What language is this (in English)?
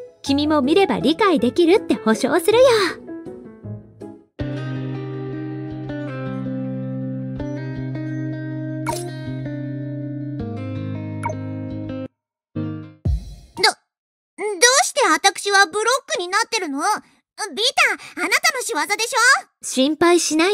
Japanese